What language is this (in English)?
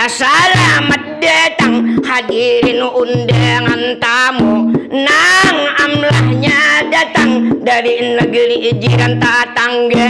Banjar